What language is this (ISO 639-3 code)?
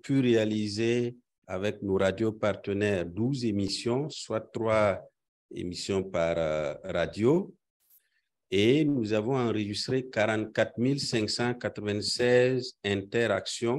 fra